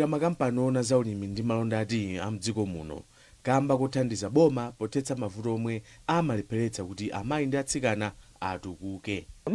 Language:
Nyanja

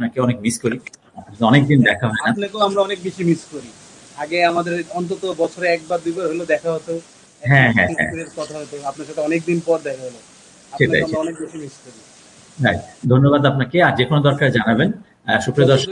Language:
Bangla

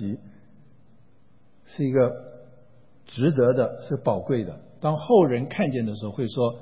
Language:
Chinese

